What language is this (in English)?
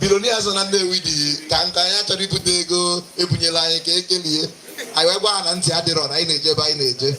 Igbo